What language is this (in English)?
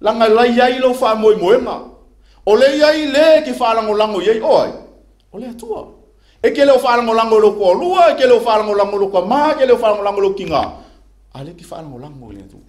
Samoan